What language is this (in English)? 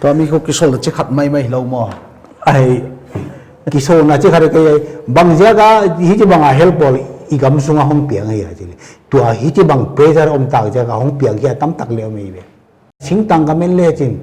Paite Chin